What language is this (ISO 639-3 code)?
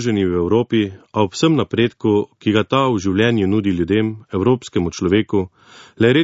slv